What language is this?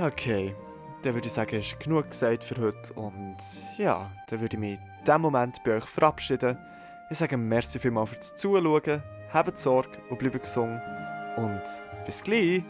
Swiss German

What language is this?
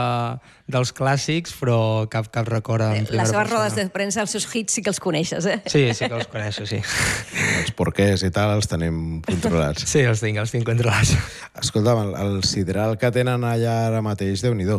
Catalan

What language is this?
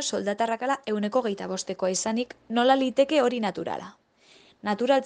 Basque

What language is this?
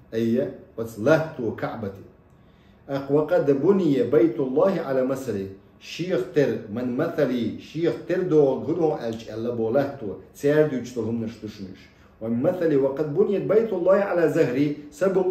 Chechen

